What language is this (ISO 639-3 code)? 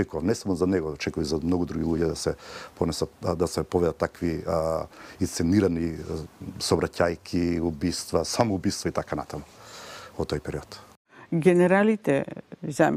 mkd